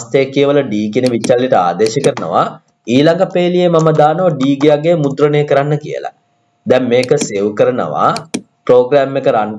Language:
Sinhala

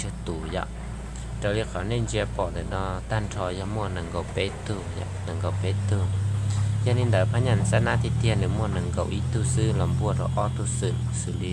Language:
Hmong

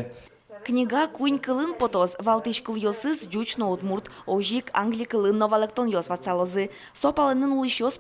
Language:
Udmurt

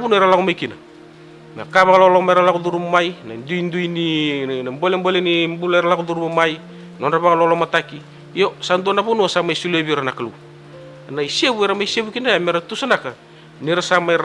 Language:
Fijian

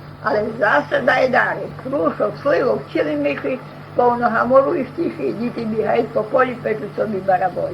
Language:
Rusyn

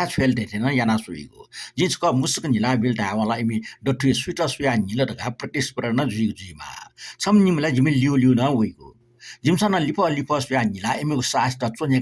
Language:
Newari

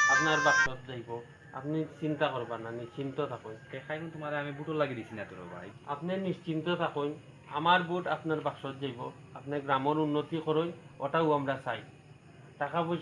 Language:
Sylheti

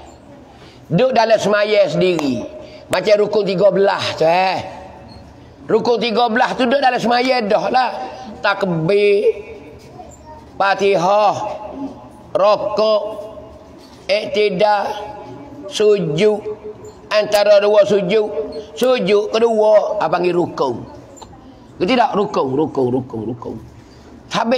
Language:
Pattani Malay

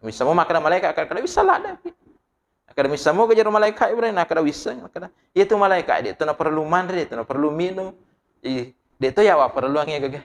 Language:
Buginese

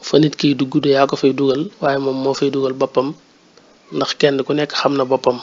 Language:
Wolof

